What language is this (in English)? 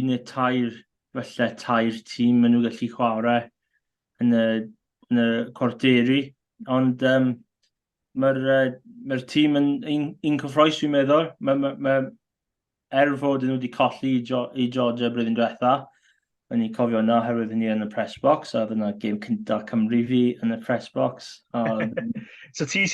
Welsh